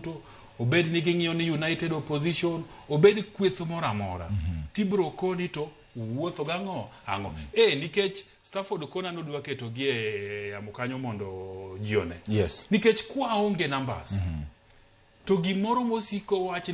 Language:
Luo (Kenya and Tanzania)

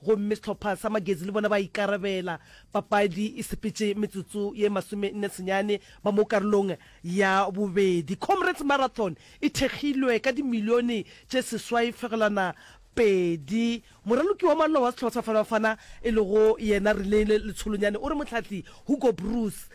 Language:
Northern Sotho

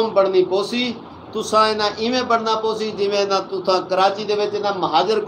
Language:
Saraiki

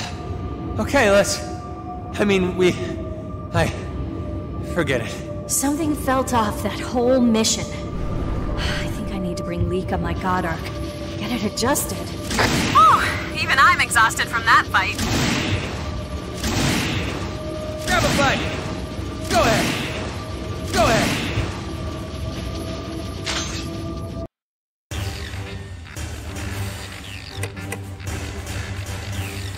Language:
English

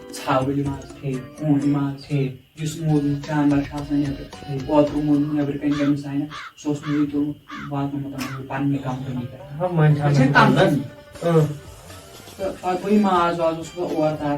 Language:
Kashmiri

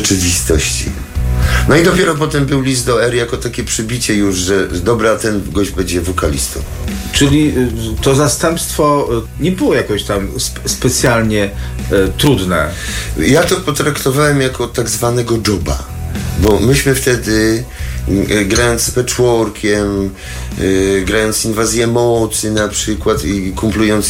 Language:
Polish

